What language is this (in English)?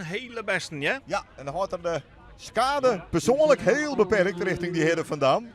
Western Frisian